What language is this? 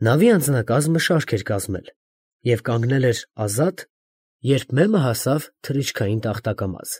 Armenian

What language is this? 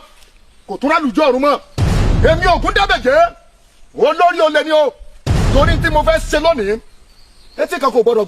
Yoruba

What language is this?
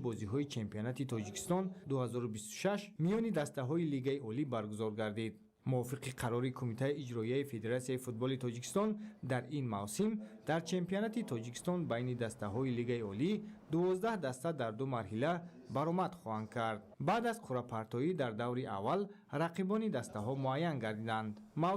Tajik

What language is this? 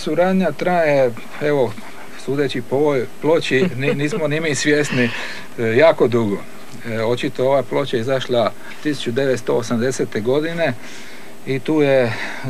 Croatian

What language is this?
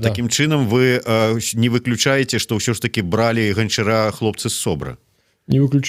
Belarusian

